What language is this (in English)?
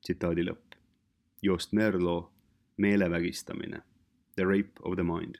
Estonian